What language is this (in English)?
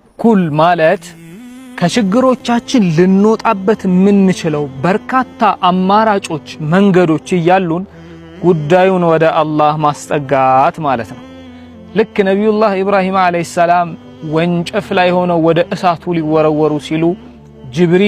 Amharic